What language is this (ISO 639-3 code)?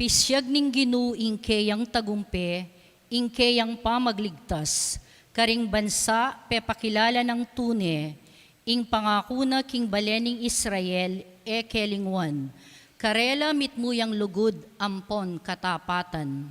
pam